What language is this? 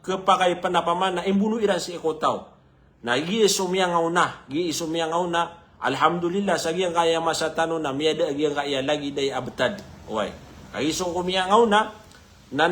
Maranao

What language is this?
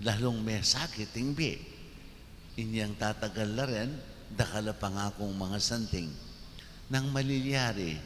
Pampanga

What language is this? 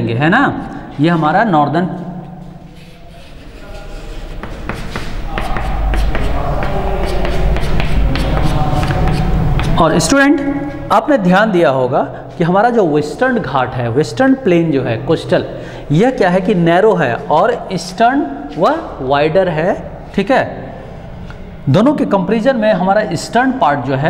Hindi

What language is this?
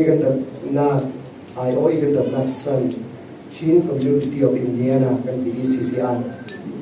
Falam Chin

